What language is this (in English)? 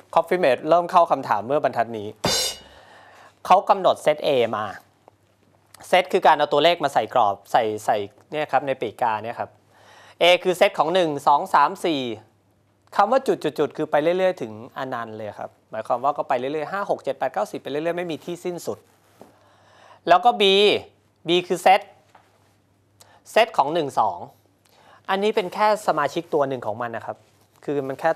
Thai